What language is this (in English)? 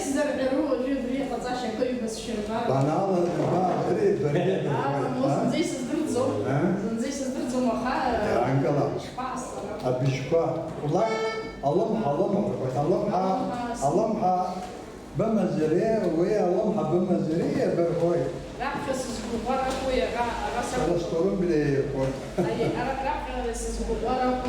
Abkhazian